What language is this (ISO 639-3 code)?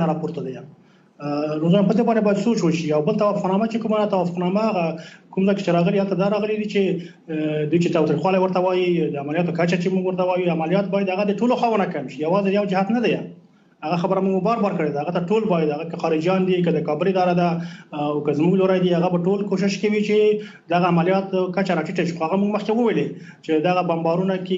pus